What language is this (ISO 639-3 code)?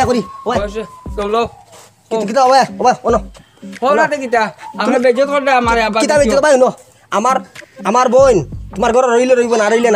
syl